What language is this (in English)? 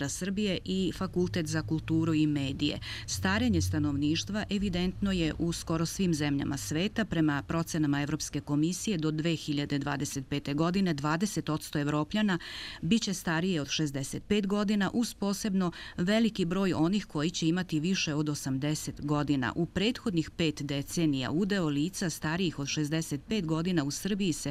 Serbian